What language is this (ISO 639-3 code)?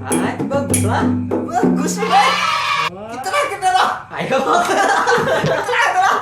bjn